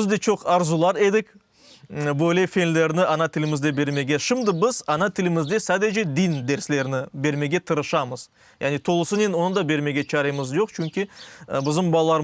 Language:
Crimean Tatar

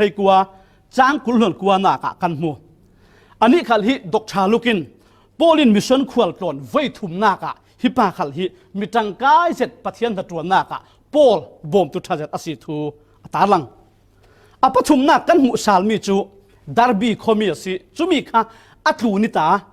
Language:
Falam Chin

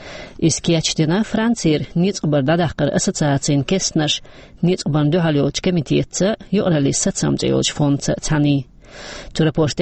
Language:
Chechen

